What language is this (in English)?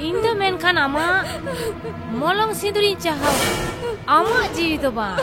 Santali